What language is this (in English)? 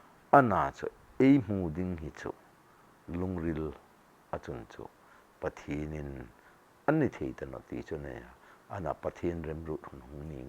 Hmar